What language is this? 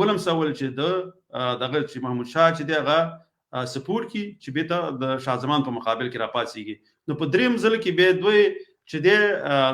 Pashto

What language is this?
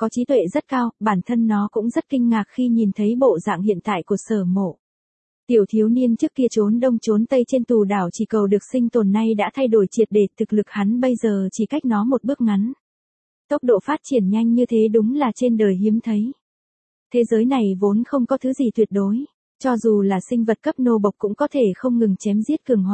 Vietnamese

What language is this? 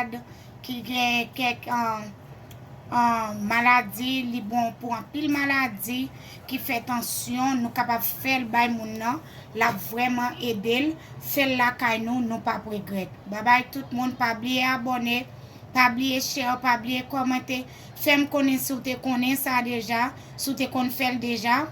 Haitian Creole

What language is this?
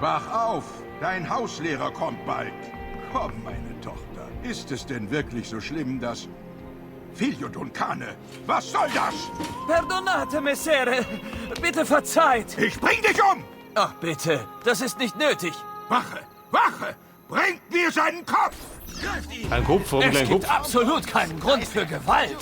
Bavarian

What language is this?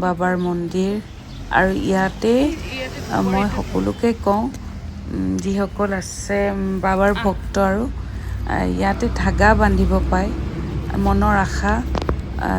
Assamese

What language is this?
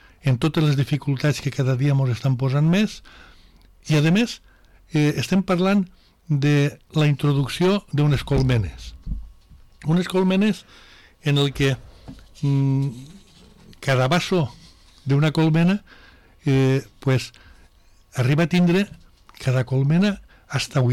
Catalan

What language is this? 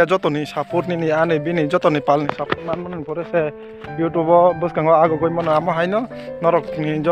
Kok Borok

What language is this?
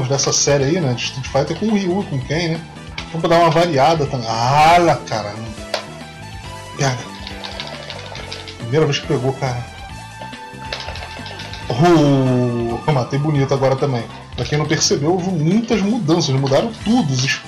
Portuguese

